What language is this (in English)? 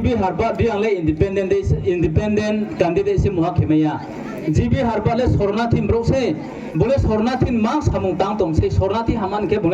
Riang (India)